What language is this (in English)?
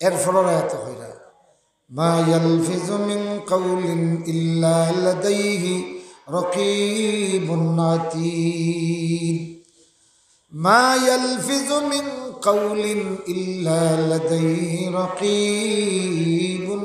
Sylheti